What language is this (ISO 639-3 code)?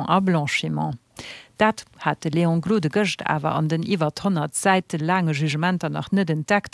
ltz